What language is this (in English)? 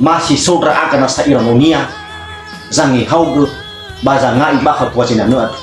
Nias